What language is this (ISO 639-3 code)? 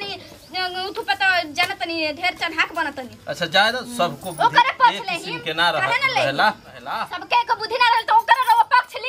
bho